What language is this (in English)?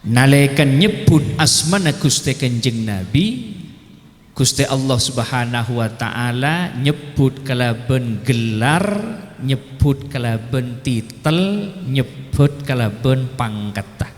Madurese